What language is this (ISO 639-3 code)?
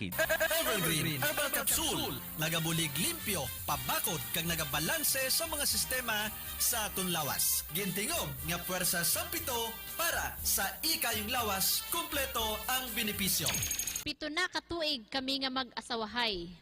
hil